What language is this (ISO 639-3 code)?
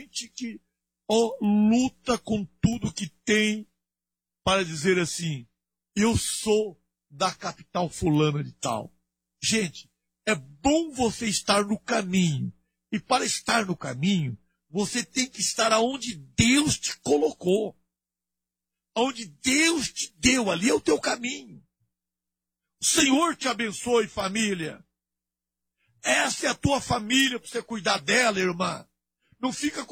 por